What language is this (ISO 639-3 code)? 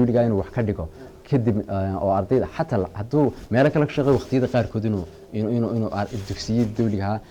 som